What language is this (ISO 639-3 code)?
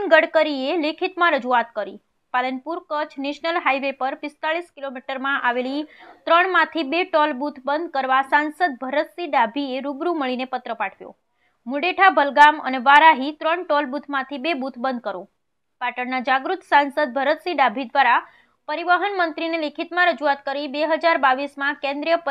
guj